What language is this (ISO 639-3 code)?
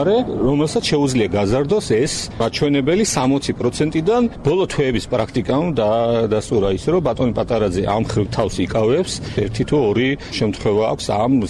kat